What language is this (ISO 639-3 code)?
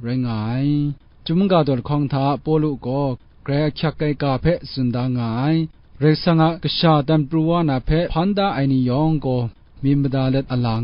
kac